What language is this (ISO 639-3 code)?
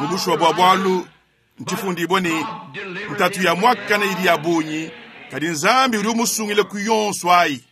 lua